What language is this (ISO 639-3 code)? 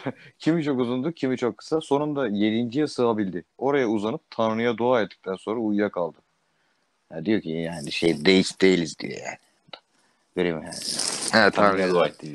tur